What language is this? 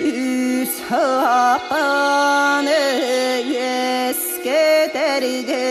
Yakut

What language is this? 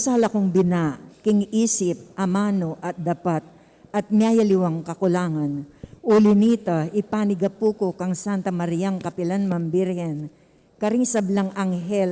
Pampanga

